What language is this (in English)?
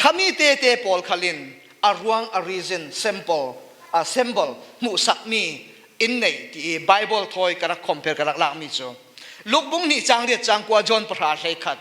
Falam Chin